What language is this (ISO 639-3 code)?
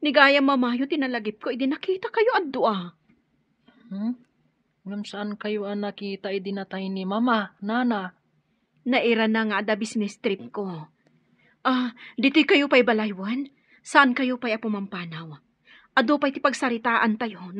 ilo